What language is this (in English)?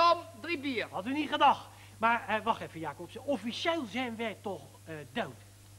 Dutch